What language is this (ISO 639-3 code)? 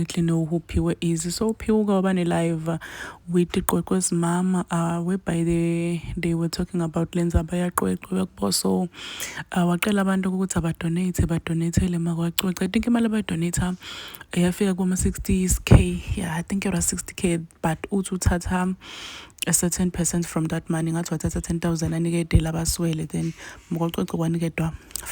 zul